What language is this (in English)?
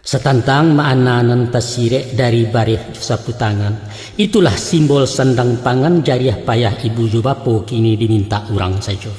Minangkabau